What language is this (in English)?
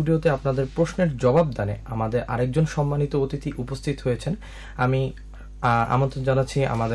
Bangla